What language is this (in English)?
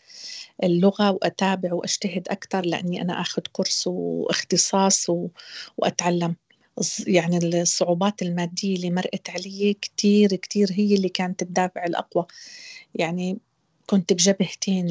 North Levantine Arabic